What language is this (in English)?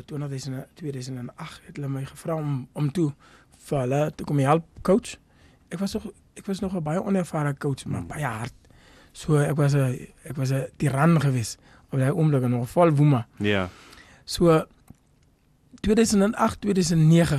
Afrikaans